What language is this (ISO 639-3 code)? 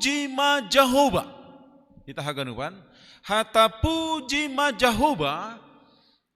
bts